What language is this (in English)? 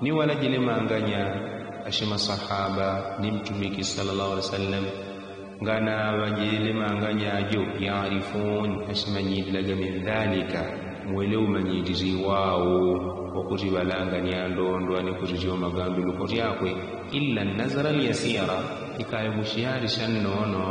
Yao